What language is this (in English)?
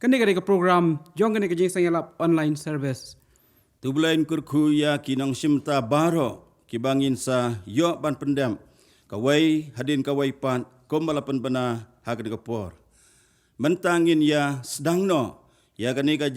Khasi